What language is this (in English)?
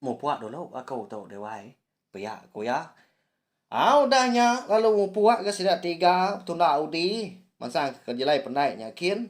Iban